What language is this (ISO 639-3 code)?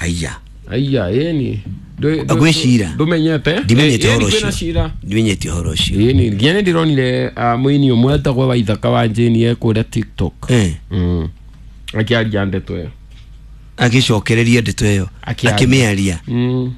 kik